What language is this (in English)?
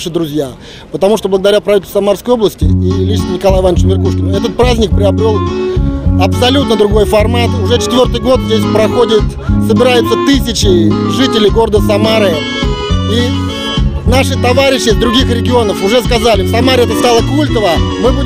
Russian